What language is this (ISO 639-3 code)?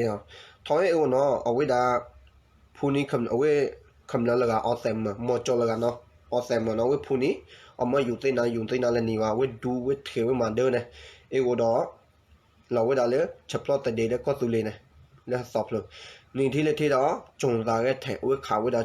ksw